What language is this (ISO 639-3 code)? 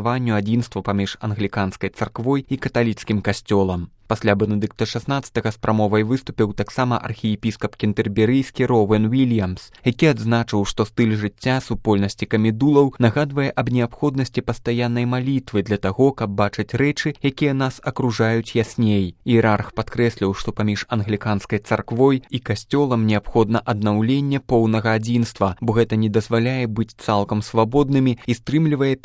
bel